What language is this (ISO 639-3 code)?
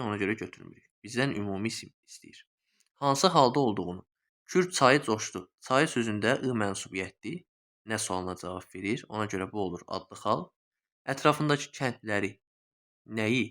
aze